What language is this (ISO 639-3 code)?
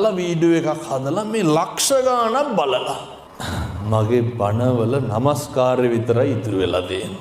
sin